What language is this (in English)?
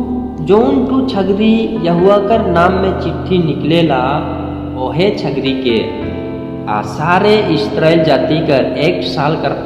Sadri